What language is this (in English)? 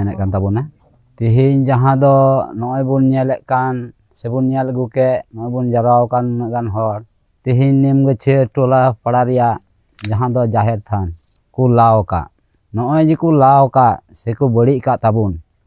Santali